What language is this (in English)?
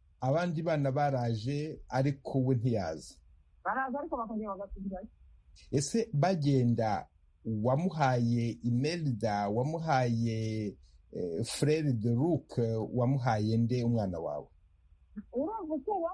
Kinyarwanda